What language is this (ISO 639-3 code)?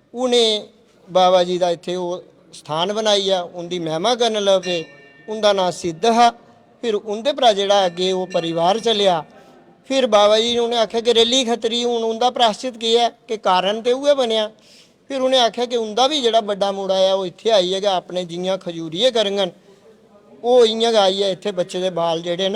doi